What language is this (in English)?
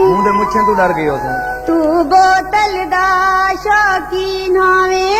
Saraiki